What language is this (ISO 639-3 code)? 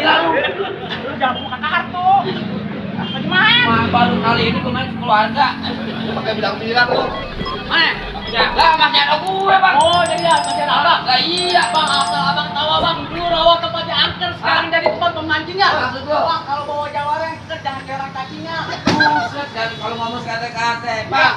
bew